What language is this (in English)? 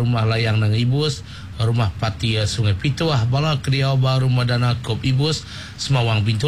Iban